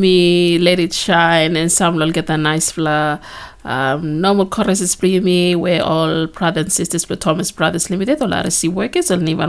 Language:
Bislama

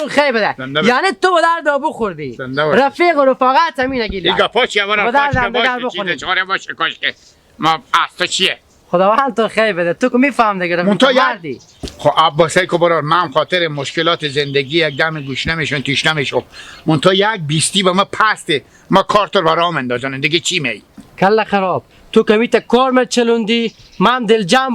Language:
Hazaragi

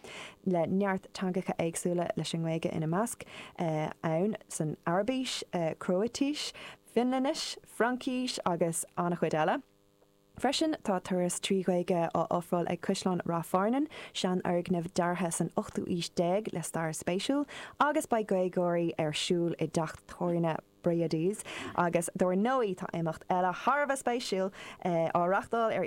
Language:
Irish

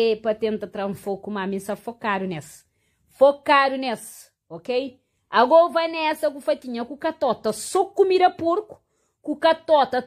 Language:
Kabuverdianu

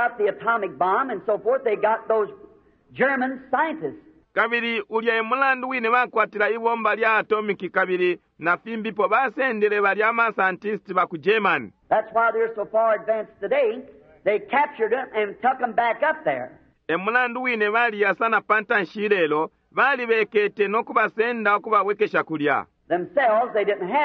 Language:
Bemba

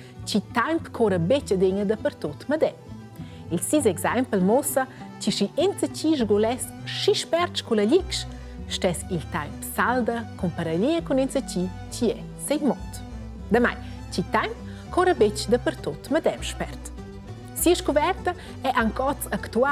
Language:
Romansh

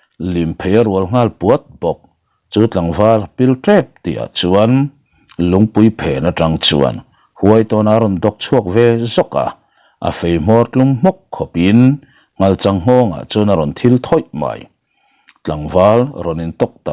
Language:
Mizo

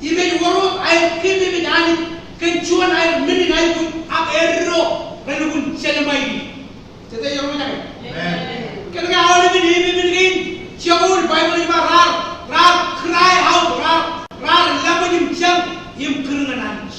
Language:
Marshallese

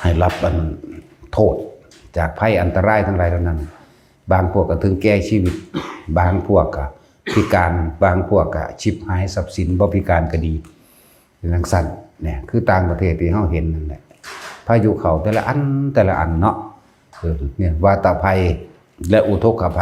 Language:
Lao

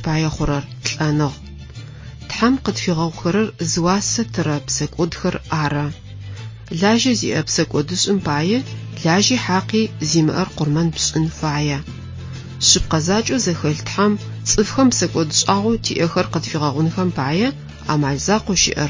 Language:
Adyghe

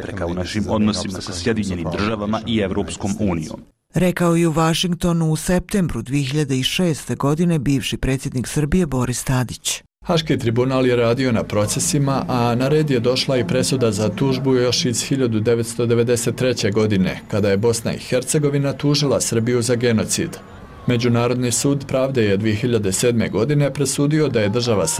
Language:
Bosnian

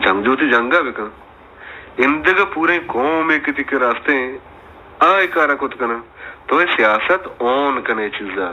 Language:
Baluchi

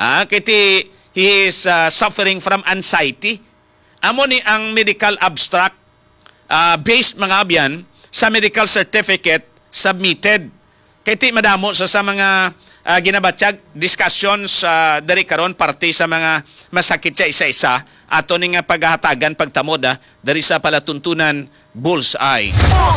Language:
Hiligaynon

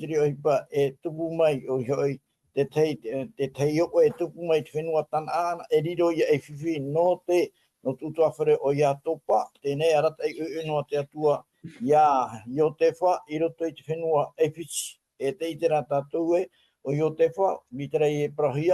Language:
Tahitian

